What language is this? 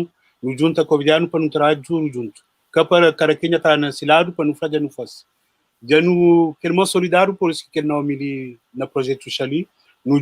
Kabuverdianu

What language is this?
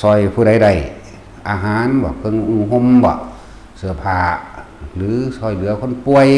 Northeastern Thai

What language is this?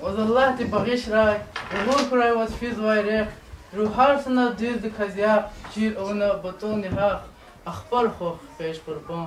Lezghian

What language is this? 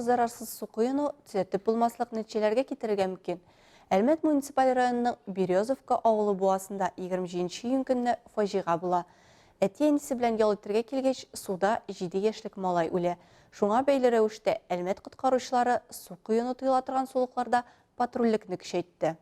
Tatar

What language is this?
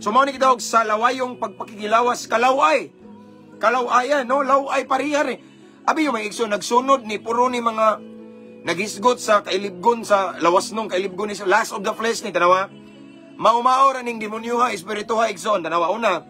Cebuano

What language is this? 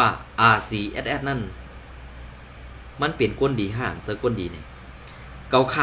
Shan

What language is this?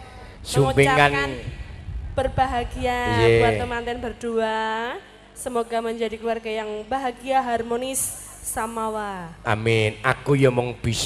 Javanese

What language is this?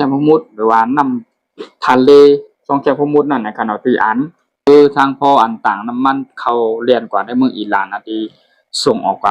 Shan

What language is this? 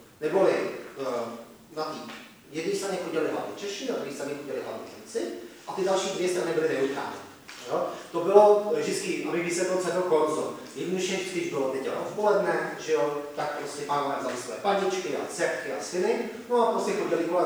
Czech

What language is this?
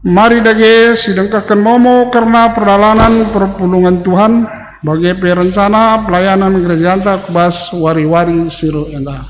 Batak Karo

